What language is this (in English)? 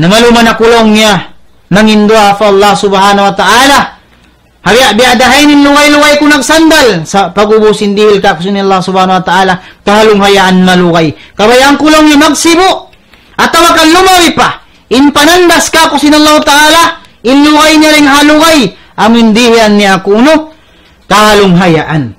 Tausug